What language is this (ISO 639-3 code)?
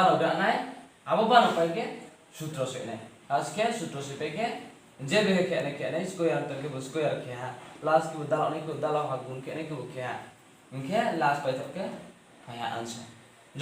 ria